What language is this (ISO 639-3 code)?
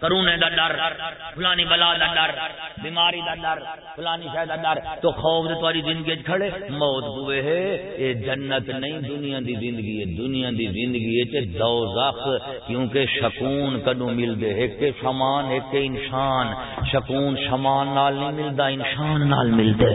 skr